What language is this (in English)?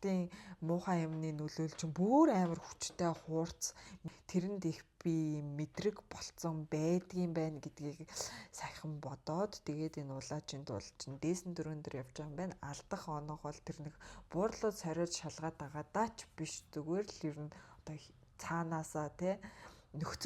Mongolian